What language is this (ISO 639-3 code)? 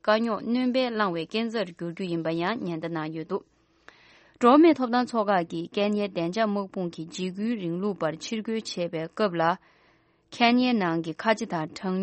bod